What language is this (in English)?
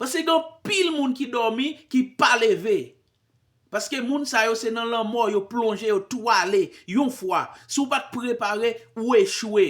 Haitian Creole